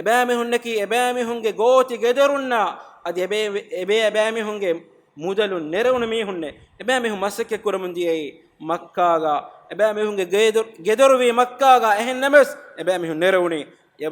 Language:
Divehi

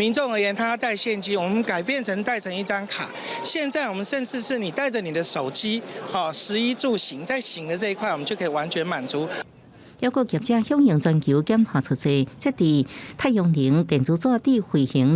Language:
Min Nan Chinese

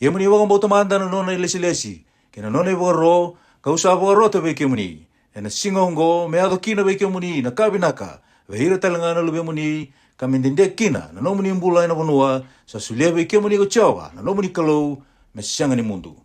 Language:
Fijian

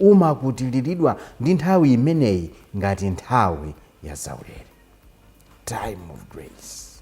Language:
Nyanja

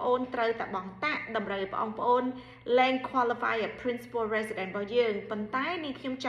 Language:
Khmer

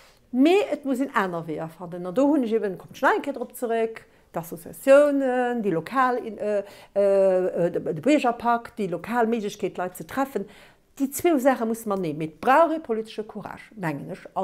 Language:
Luxembourgish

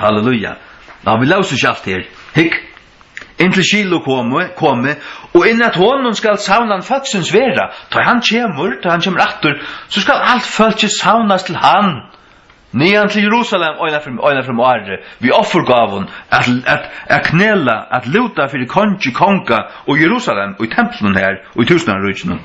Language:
Faroese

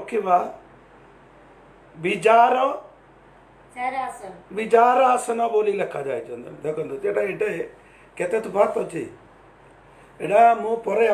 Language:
Odia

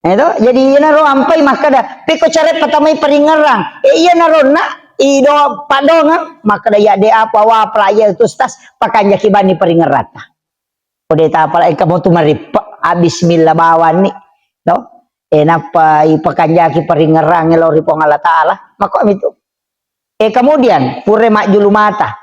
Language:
Buginese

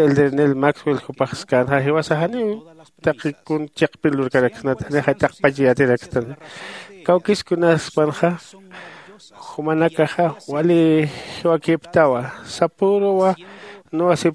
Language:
Aymara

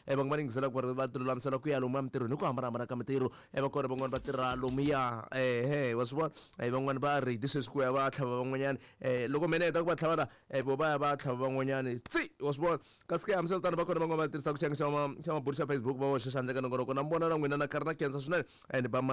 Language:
Tsonga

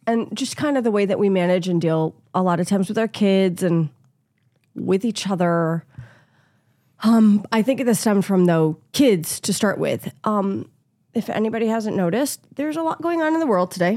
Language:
English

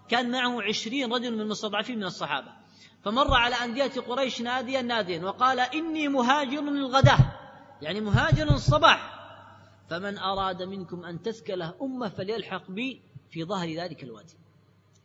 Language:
Arabic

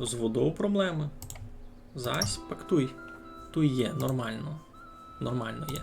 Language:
Rusyn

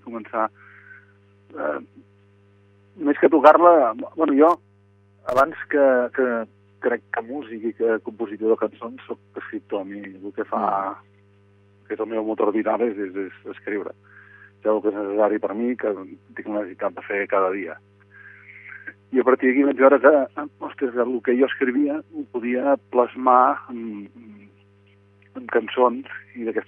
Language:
Catalan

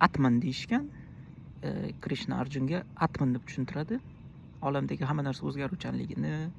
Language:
Uzbek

